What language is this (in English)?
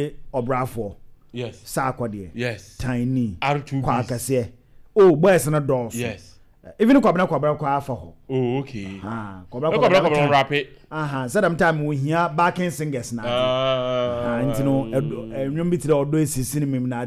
Akan